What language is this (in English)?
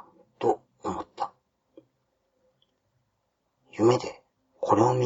Japanese